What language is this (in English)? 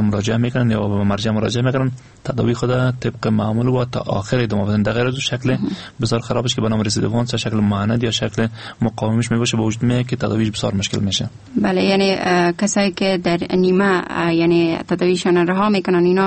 Persian